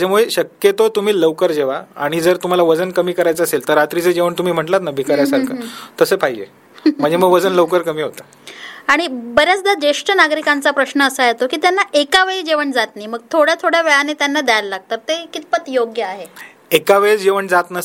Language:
Marathi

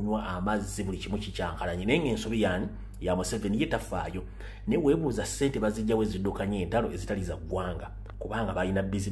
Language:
Ganda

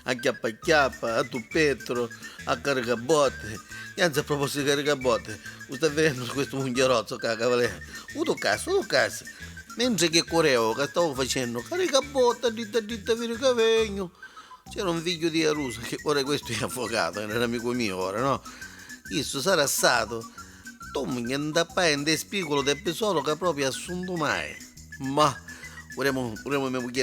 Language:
Neapolitan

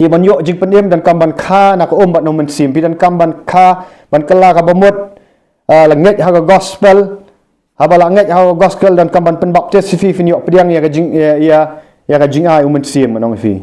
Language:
Khasi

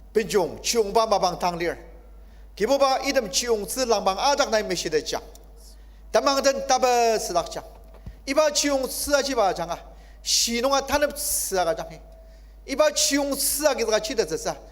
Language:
Ao Naga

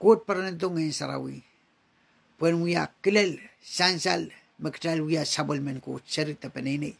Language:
Pohnpeian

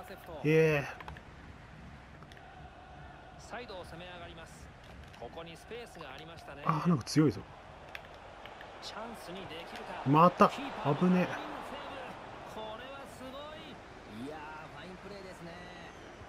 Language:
Japanese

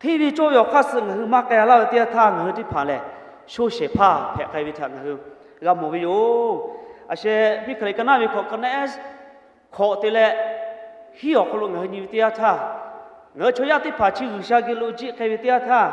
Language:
Lahu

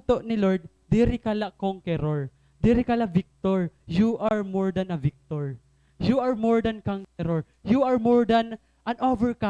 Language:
Waray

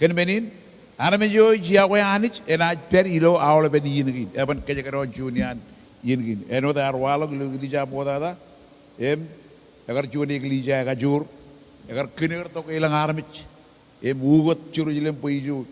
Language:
Marshallese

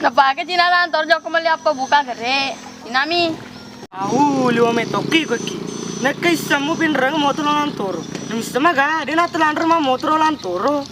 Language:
Buginese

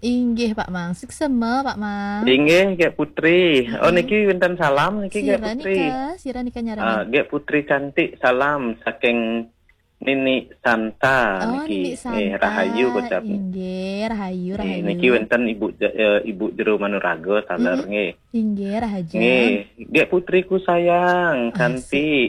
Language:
Balinese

